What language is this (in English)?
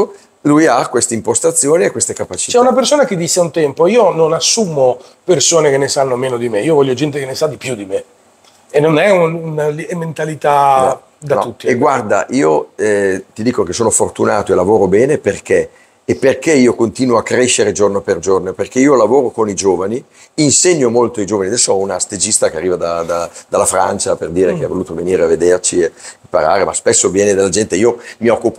Italian